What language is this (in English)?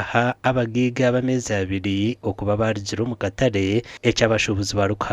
Nyankole